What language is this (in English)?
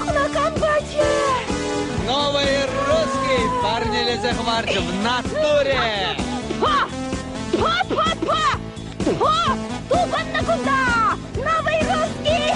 Chuvash